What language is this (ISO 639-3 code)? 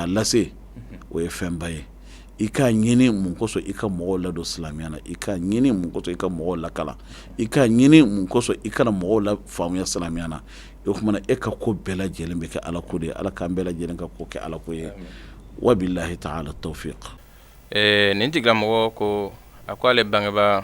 bam